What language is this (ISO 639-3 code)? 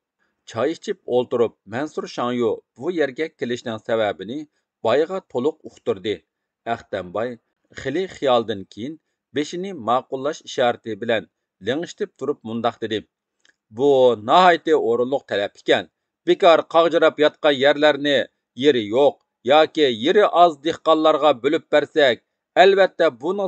uig